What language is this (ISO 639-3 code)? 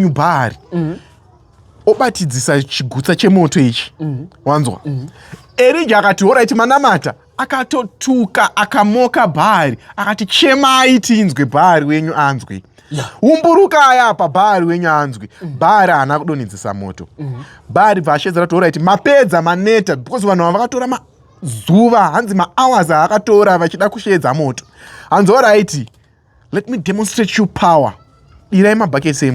sna